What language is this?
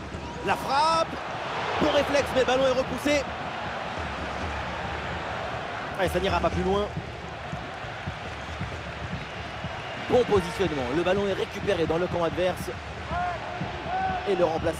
French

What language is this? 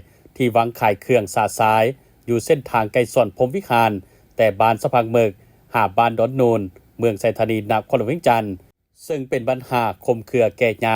Lao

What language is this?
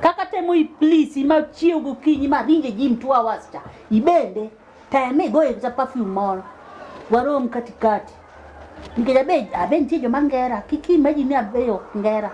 Luo (Kenya and Tanzania)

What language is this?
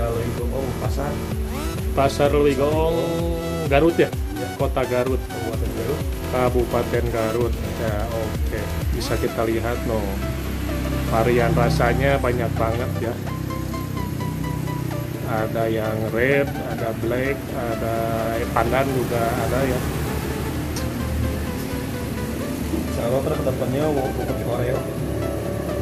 Indonesian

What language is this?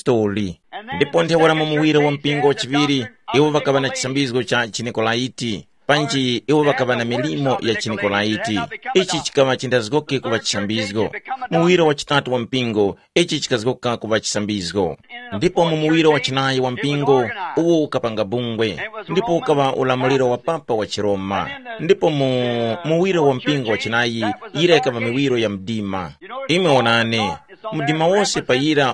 Tumbuka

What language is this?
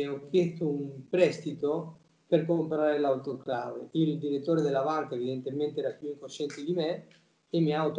Italian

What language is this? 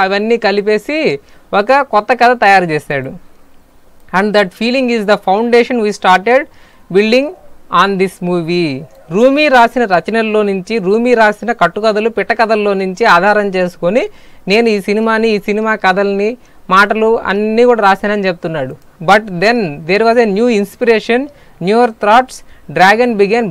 Telugu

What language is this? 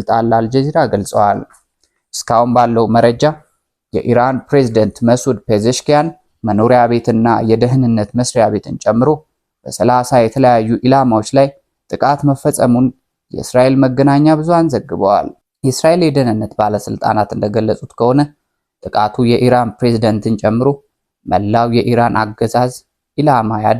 Amharic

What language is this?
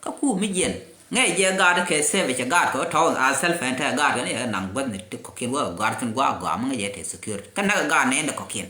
Nuer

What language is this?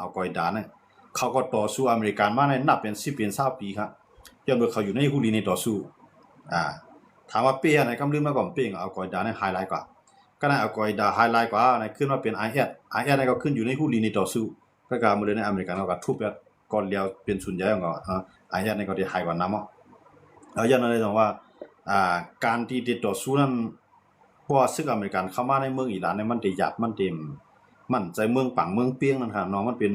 Shan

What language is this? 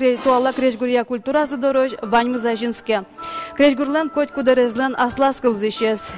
Udmurt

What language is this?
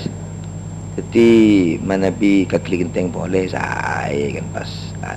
Madurese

